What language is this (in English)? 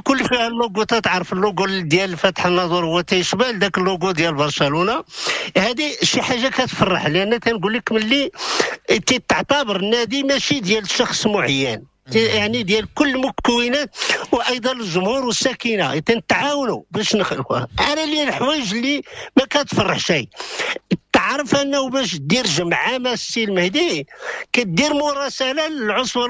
Moroccan Arabic